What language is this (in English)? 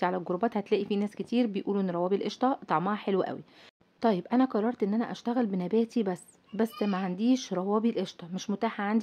Egyptian Arabic